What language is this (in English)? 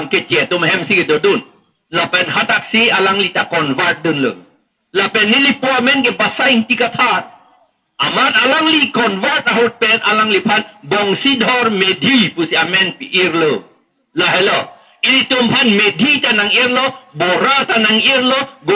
Karbi